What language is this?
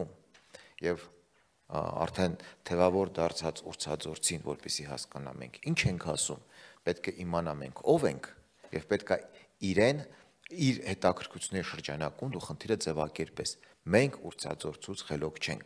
Armenian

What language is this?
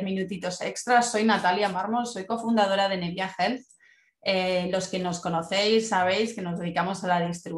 Spanish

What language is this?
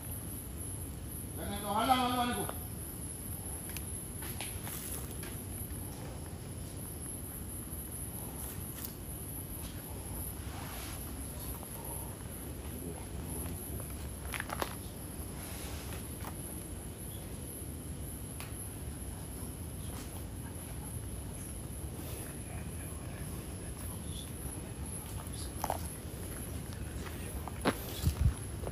Malay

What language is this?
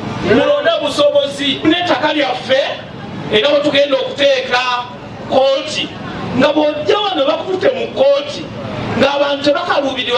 Ganda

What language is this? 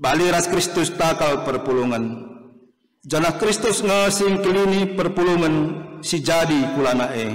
Batak Karo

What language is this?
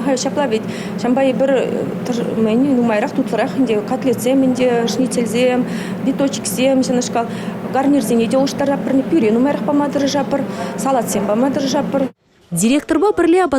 Chuvash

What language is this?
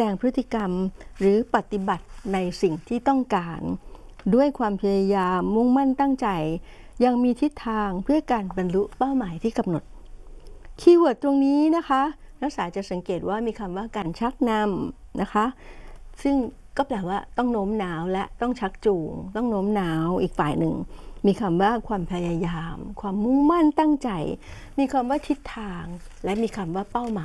Thai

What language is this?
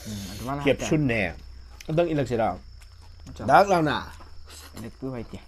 Manipuri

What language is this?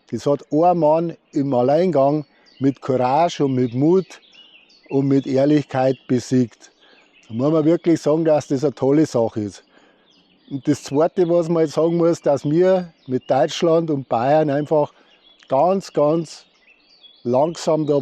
Bavarian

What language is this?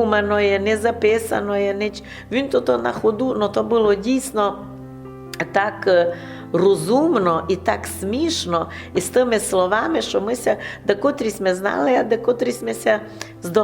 Rusyn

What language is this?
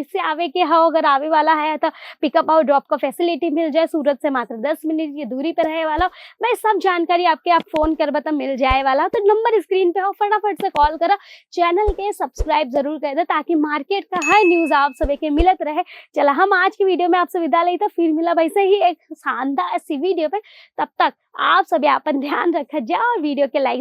Bhojpuri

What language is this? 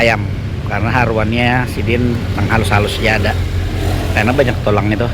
Banjar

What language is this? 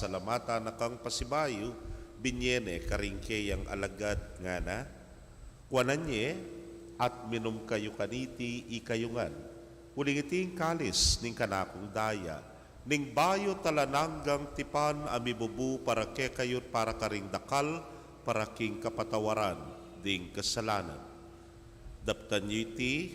Pampanga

